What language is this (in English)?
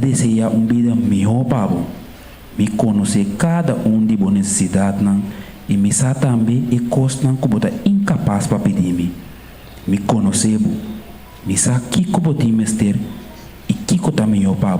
Papiamento